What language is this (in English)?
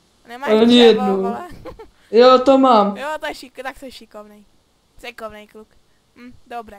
Czech